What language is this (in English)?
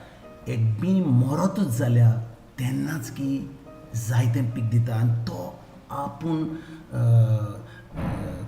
Konkani